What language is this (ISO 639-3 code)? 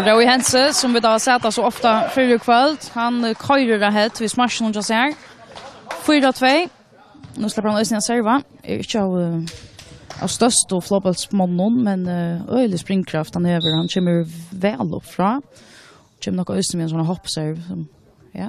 fao